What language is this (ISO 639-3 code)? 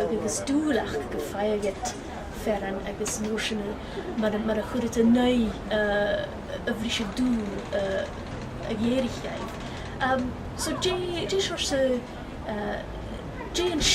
gla